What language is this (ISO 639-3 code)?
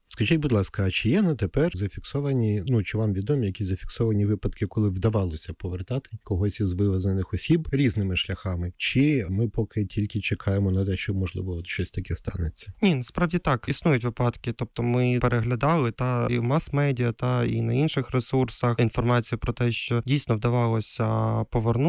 ukr